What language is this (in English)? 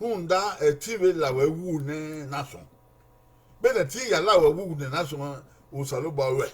Bini